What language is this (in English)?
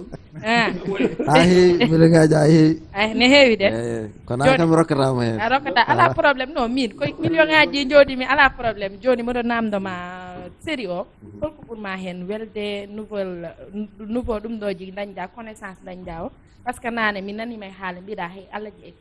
Fula